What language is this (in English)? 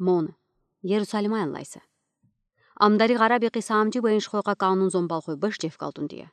Udi